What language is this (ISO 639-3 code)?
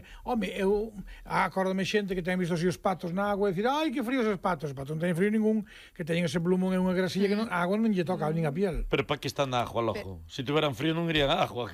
glg